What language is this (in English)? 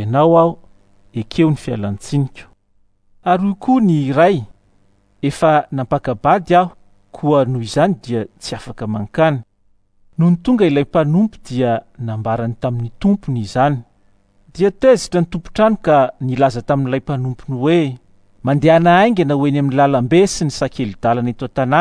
Malagasy